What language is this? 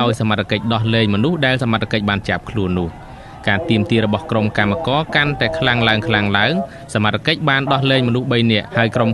Khmer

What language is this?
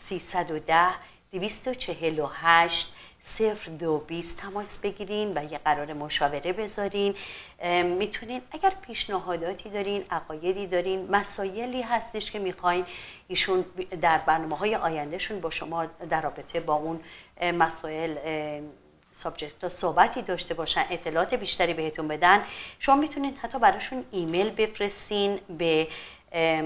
Persian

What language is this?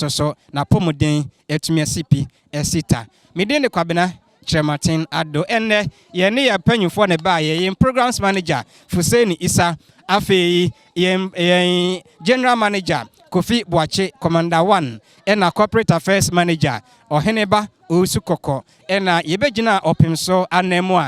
Akan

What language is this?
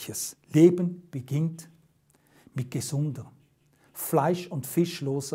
Swiss German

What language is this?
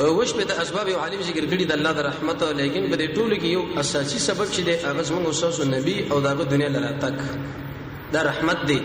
Pashto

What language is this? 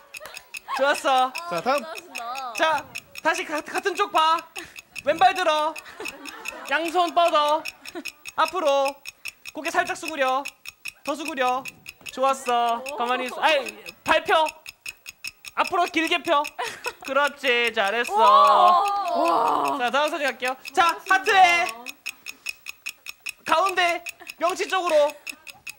Korean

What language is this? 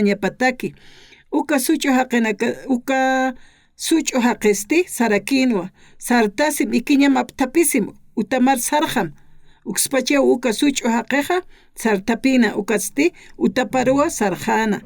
Aymara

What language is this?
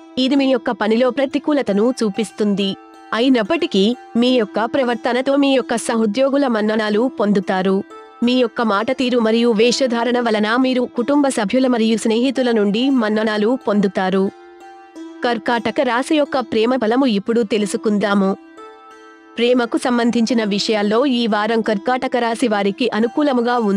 Telugu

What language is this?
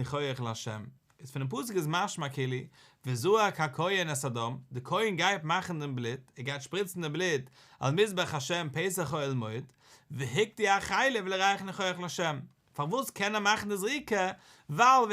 Yiddish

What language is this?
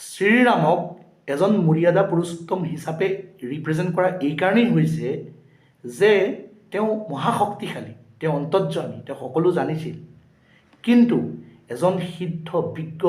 Assamese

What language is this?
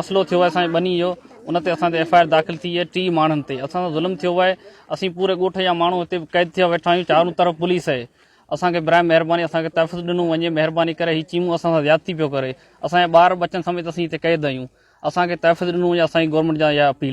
Sindhi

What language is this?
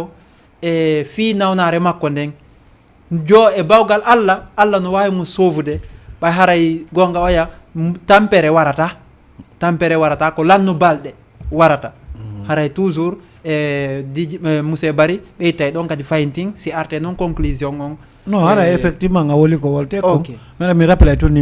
Fula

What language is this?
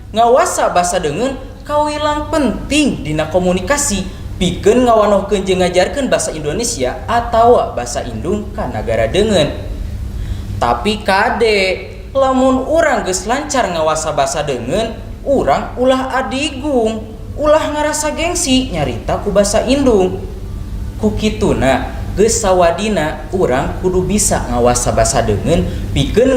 Sundanese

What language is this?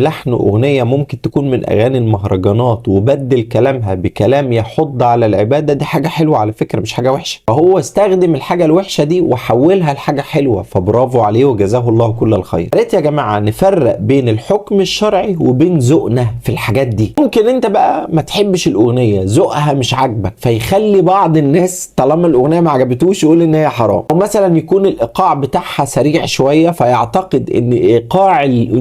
Egyptian Arabic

